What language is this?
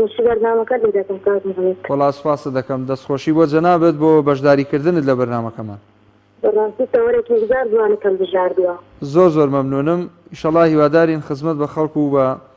Central Kurdish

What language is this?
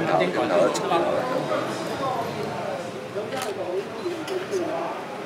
Chinese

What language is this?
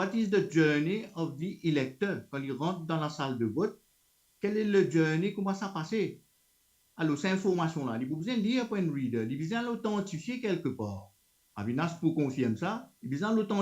Morisyen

